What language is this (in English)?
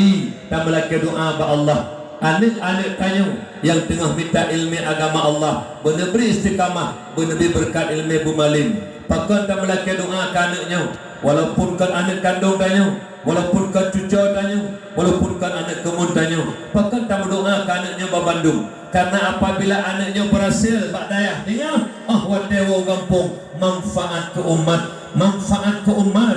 Achinese